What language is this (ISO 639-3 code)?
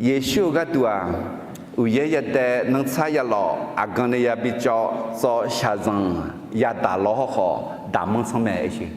ahk